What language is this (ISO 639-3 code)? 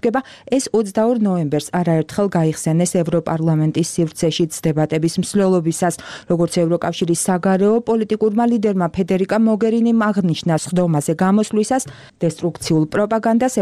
kat